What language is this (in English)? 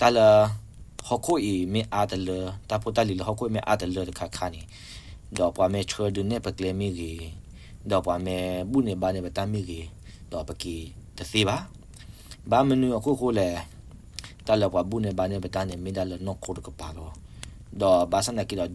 S'gaw Karen